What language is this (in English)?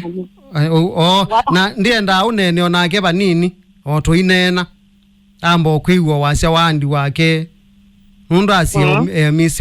Kamba